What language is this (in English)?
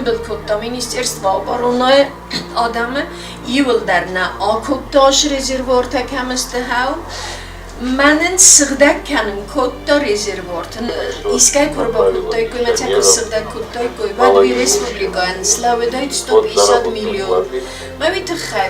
Ossetic